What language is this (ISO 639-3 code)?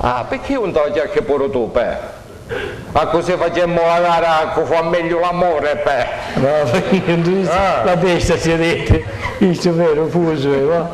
scn